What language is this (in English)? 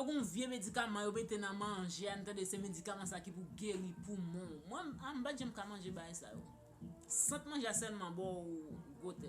Haitian Creole